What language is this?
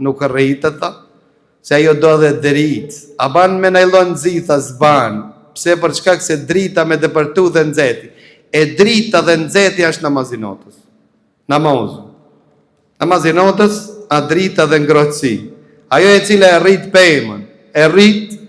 Albanian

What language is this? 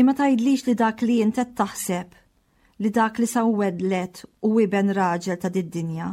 Maltese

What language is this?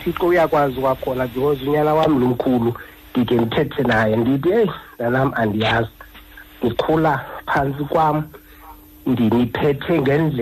Xhosa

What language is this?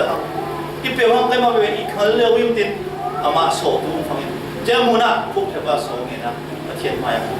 Falam Chin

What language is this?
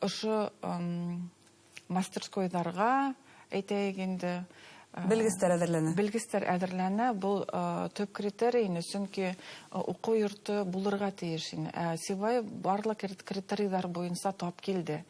Bashkir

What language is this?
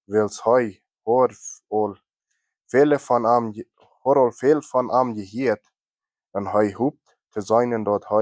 Plautdietsch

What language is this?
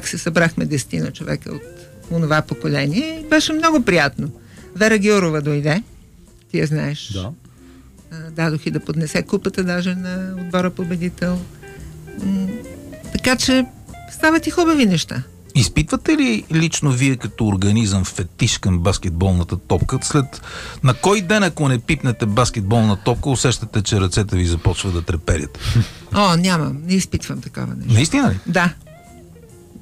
Bulgarian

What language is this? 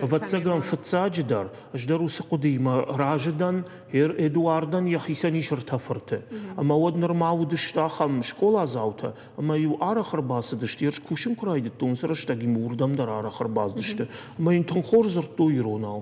Ossetic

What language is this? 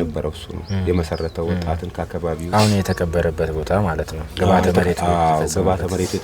Amharic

